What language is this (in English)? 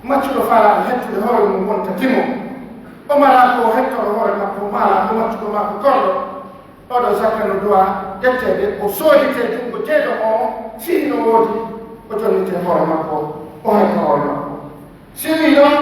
Pular